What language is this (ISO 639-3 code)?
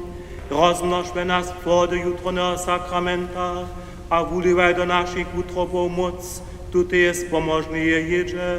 hsb